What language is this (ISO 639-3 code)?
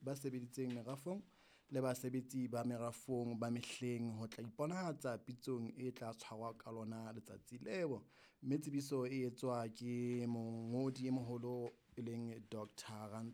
sot